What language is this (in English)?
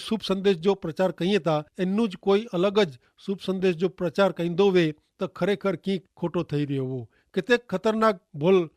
Kachhi